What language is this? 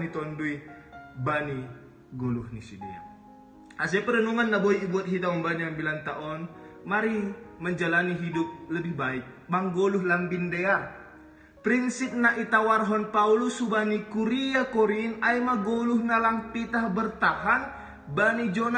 Batak Simalungun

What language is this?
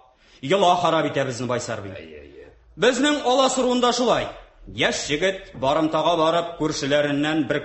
Tatar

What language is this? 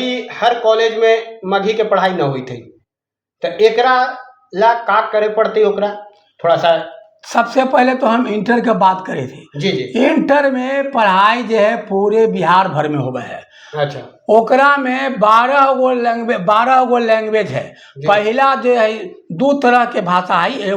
Magahi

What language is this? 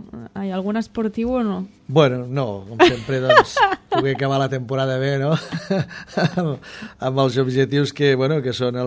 Catalan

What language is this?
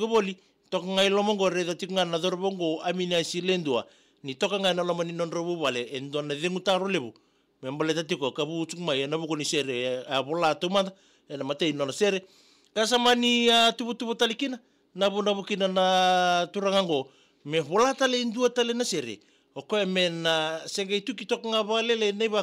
Fijian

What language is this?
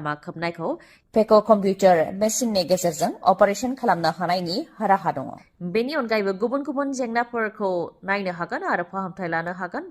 Bodo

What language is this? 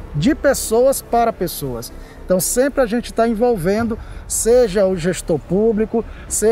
Portuguese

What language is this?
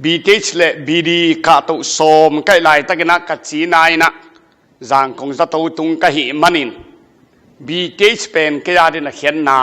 Tedim Chin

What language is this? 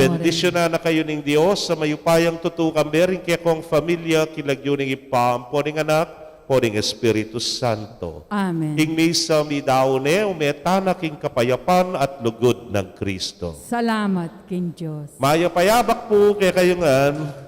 Pampanga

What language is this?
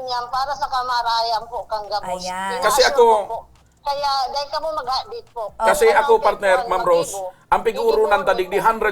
Bikol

